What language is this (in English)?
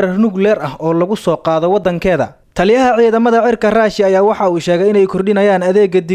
Somali